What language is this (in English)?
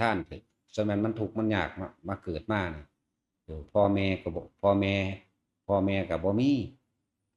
Northeastern Thai